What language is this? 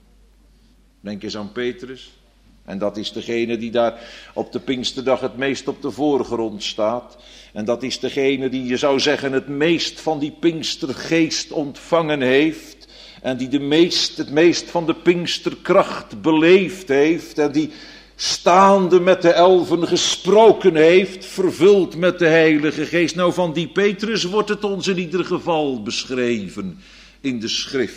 Dutch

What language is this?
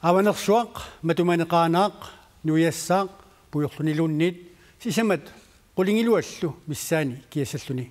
Kalaallisut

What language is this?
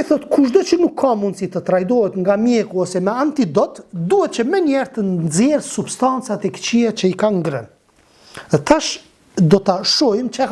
Albanian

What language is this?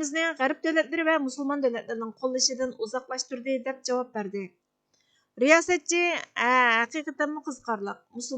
Uyghur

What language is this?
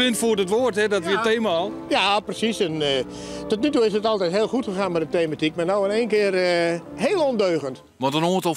Western Frisian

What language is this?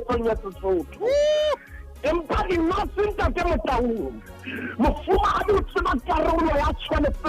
Southern Sotho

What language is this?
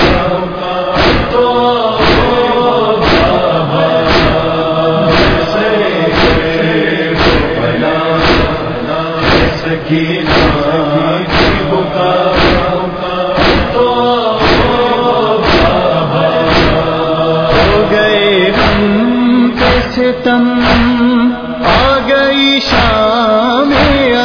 Urdu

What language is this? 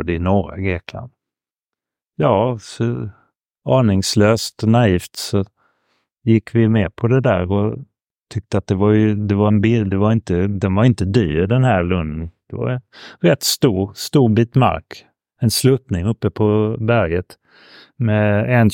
Swedish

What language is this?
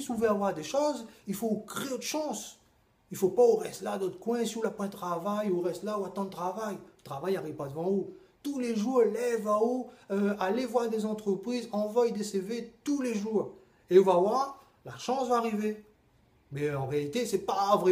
Réunion Creole French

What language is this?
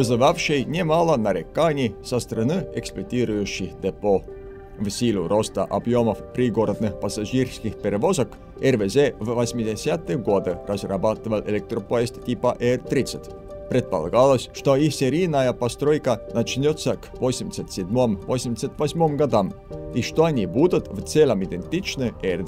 Russian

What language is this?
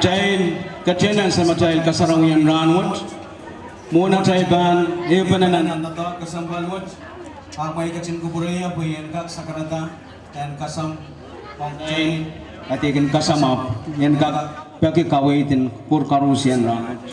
Pohnpeian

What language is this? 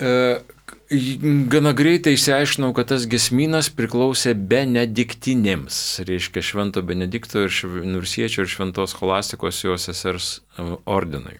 Lithuanian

